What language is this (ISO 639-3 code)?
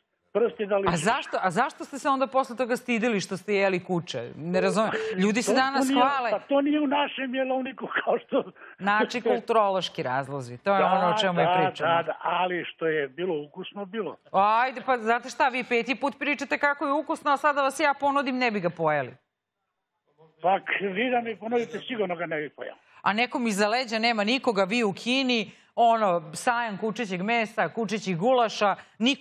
srp